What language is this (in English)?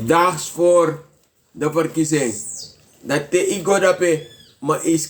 Sranan Tongo